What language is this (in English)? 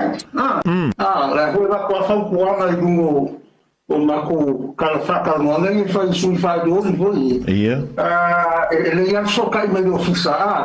Samoan